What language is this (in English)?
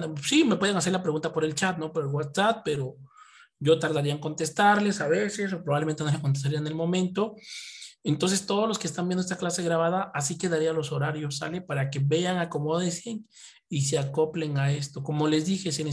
Spanish